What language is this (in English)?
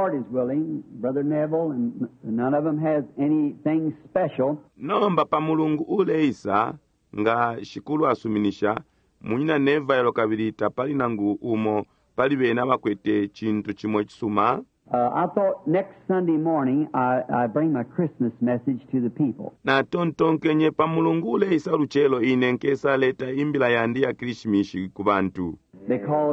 Bemba